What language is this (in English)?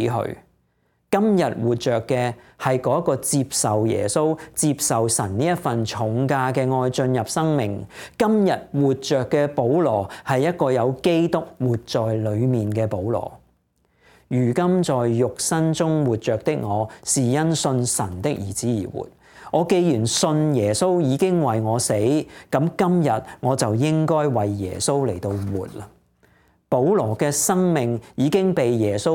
Cantonese